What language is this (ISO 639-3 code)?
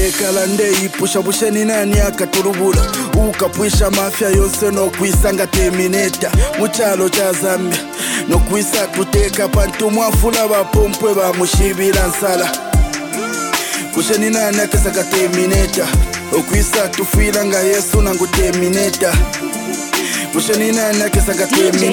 bem